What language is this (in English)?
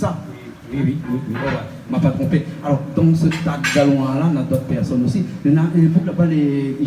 Réunion Creole French